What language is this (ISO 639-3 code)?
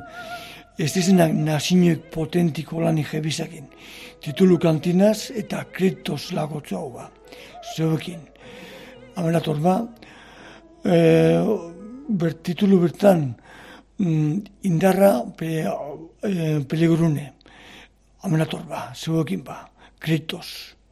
eus